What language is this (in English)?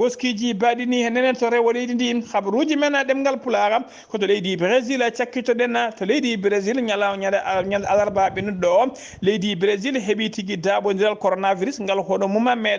Fula